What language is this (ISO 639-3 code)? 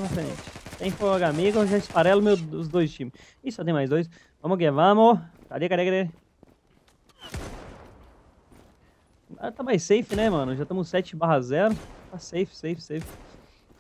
por